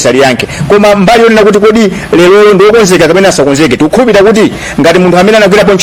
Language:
Nyanja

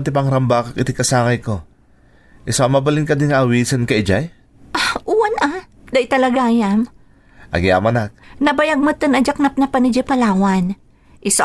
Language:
Iloko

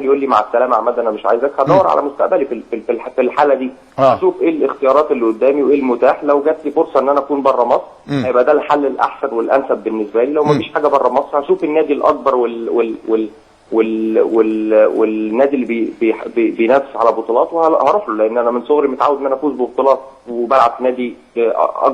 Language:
Egyptian Arabic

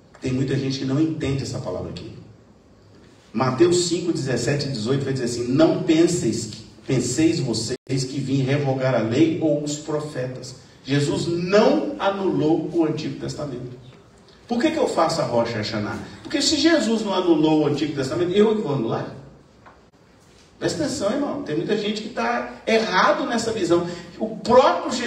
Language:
Portuguese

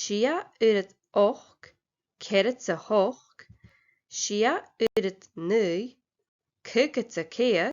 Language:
Scottish Gaelic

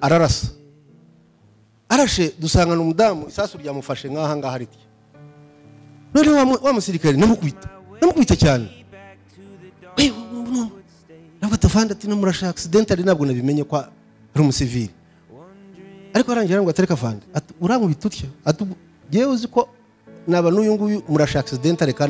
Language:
Kinyarwanda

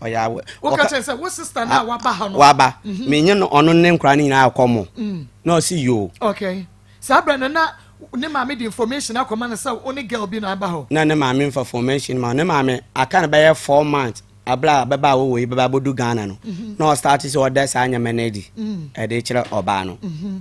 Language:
Akan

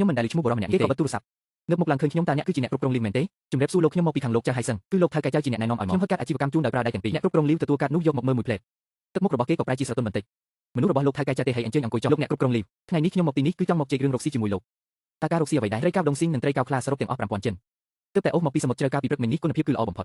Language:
Khmer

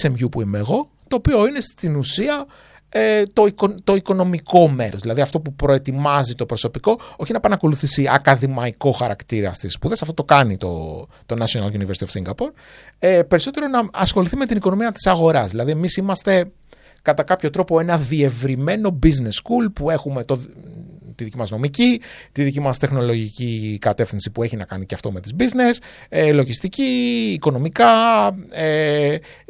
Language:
Greek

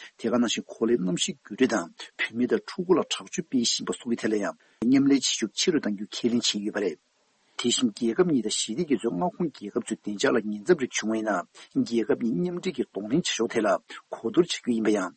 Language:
Tibetan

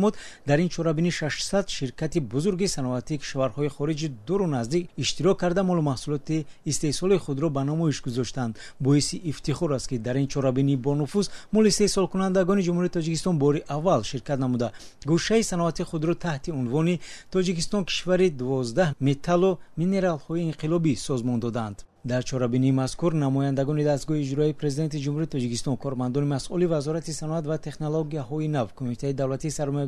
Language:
Tajik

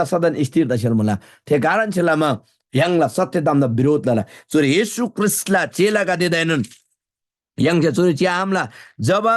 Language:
Eastern Tamang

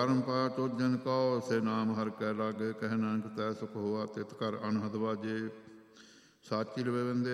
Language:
Punjabi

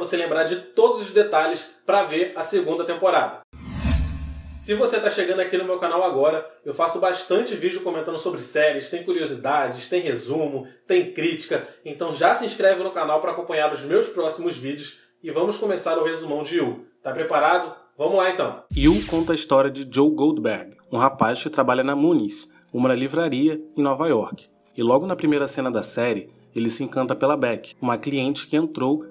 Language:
Portuguese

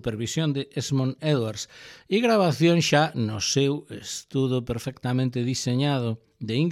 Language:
Galician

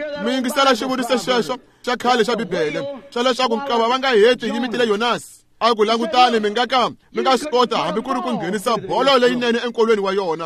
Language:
Tsonga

